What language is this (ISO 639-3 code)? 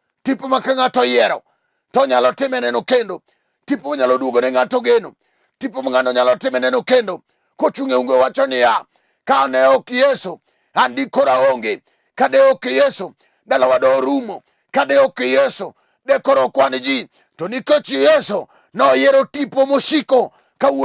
luo